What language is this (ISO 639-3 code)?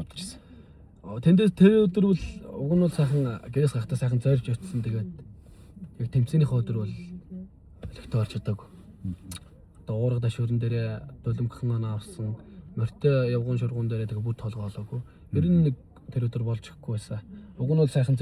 mon